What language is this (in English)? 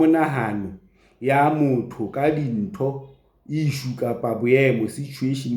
Southern Sotho